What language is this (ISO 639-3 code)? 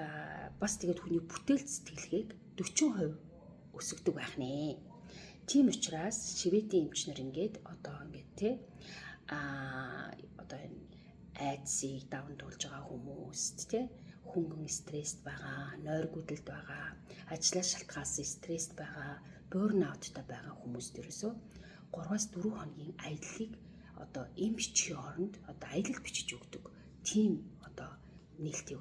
mon